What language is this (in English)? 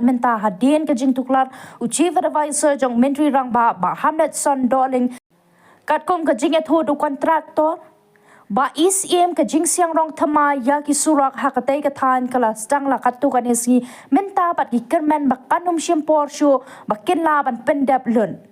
Khasi